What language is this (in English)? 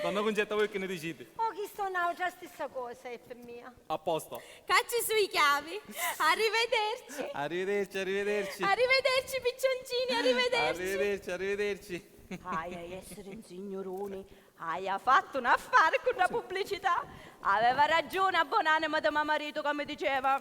Sicilian